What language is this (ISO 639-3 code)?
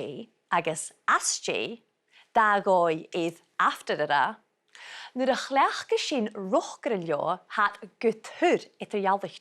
gla